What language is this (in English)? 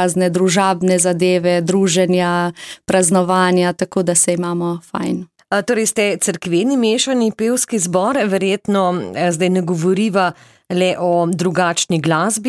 Slovenian